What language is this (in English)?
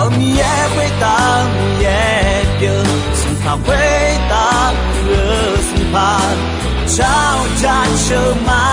Akha